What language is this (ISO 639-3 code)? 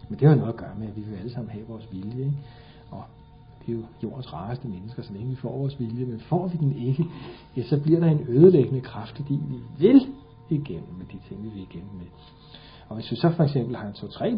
dan